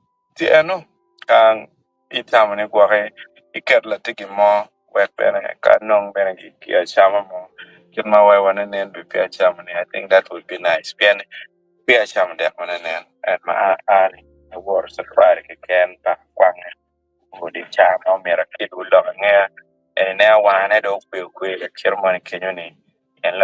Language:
Acoli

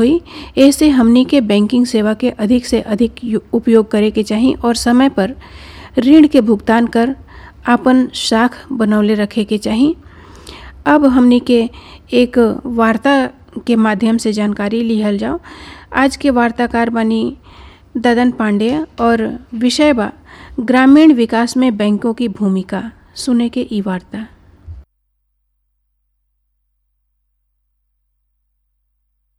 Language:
Bhojpuri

